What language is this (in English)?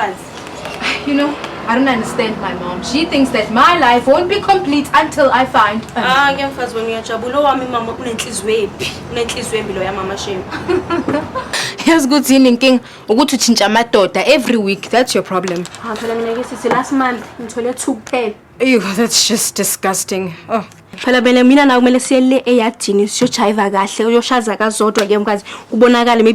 Zulu